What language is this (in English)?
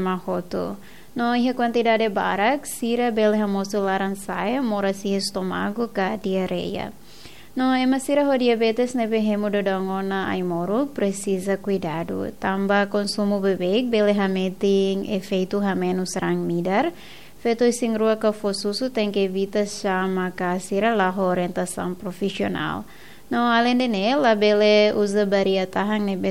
Tetum